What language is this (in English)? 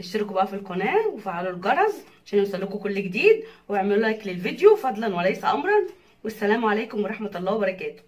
Egyptian Arabic